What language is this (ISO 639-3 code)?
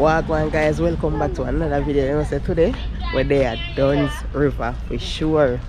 jam